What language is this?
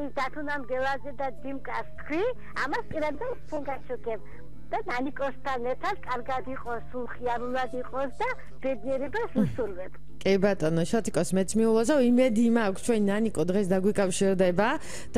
Georgian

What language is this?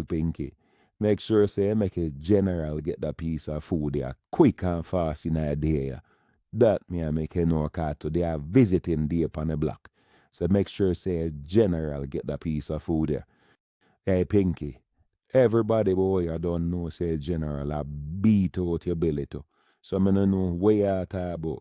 Jamaican Creole English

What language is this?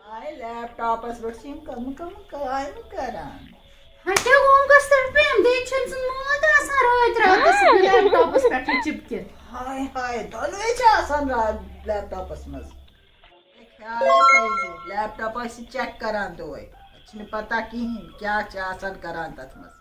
Kashmiri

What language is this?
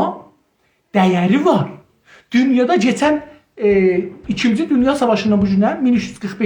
South Azerbaijani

